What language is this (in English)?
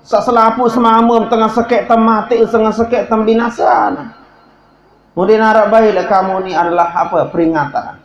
Sasak